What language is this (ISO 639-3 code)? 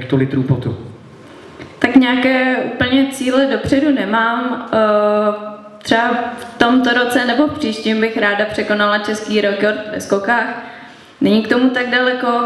ces